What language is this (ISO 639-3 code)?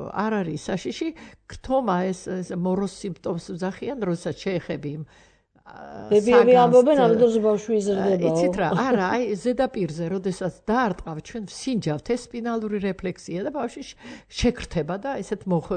kat